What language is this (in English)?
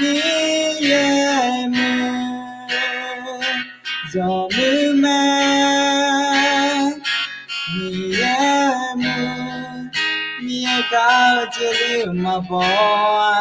Akha